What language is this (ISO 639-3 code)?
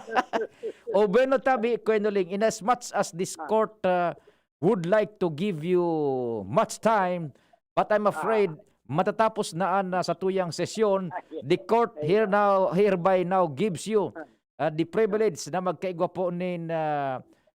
bik